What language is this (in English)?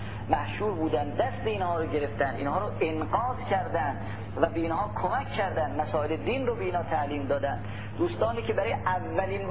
Persian